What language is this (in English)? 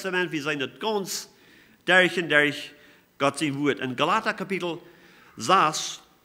Plautdietsch